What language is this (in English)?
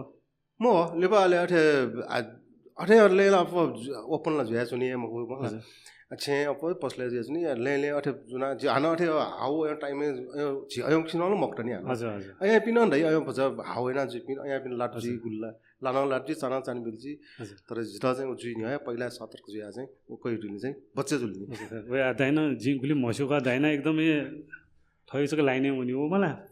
Newari